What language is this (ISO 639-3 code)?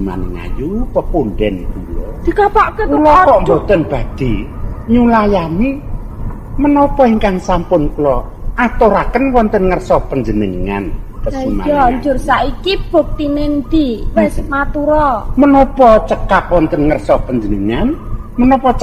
jav